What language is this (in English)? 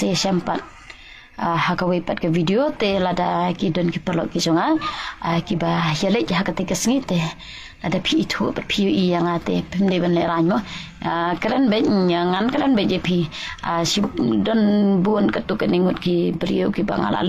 Khasi